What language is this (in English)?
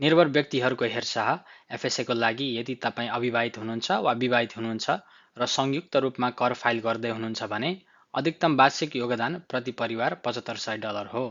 Nepali